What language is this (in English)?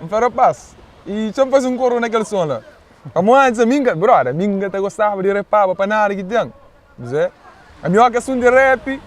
Kabuverdianu